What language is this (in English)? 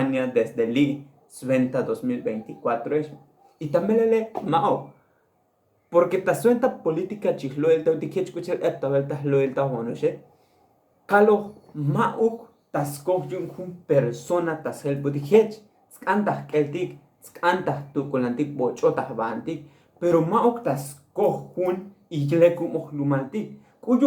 Tzotzil